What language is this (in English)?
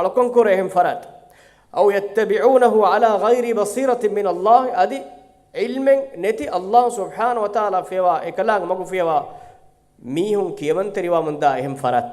Divehi